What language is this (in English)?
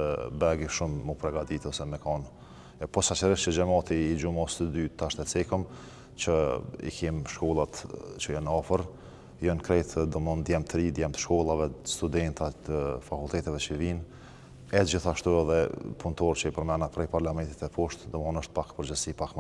Albanian